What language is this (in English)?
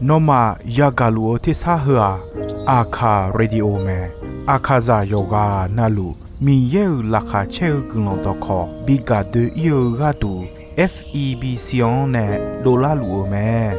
Akha